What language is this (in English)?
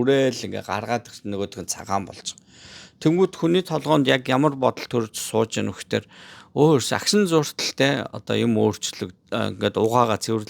Mongolian